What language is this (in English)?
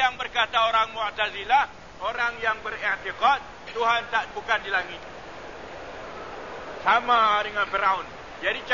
Malay